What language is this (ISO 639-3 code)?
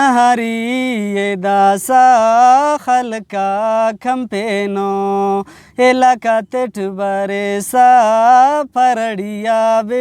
brh